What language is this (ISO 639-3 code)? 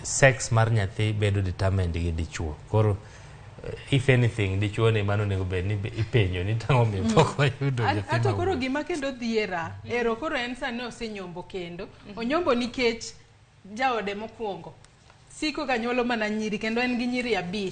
luo